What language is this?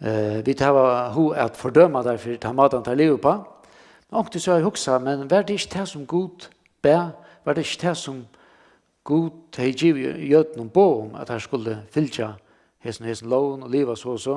Faroese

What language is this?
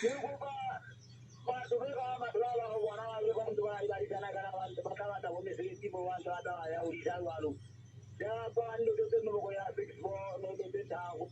Southern Sotho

